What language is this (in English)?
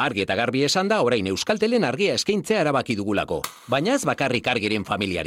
Basque